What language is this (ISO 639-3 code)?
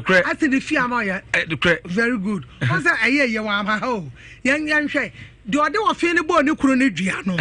aka